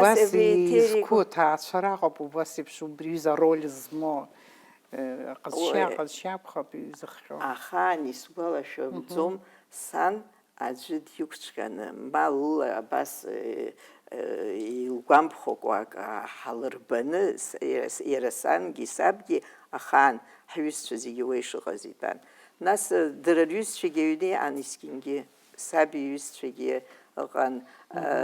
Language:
Abkhazian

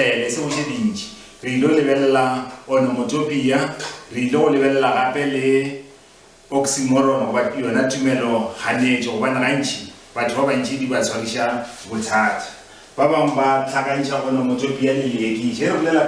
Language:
Northern Sotho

